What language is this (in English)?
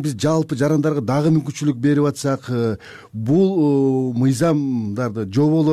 Kyrgyz